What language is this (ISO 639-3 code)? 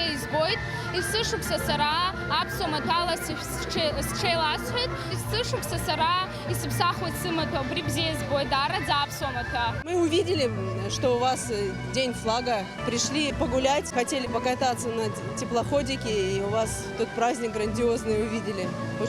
abk